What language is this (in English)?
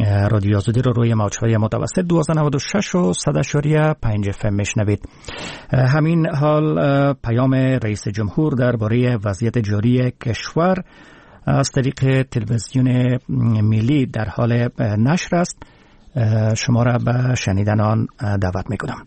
Persian